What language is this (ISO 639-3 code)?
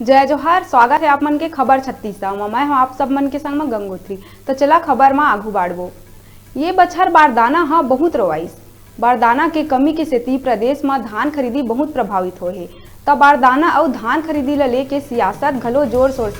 hne